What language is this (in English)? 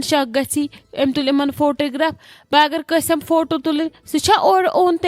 Kashmiri